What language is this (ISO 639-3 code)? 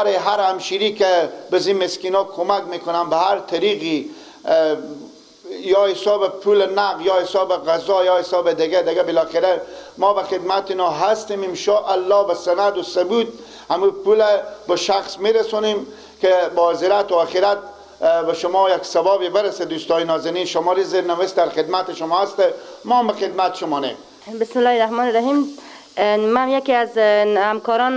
fas